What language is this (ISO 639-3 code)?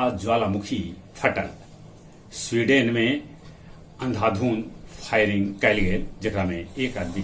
mag